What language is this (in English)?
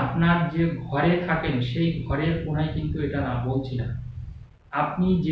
Bangla